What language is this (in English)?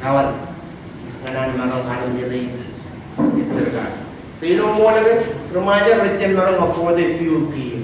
Marshallese